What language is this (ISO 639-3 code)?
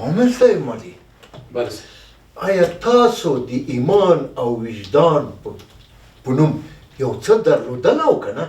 pus